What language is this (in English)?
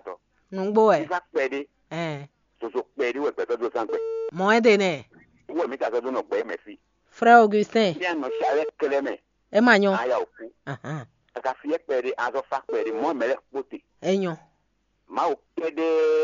Fon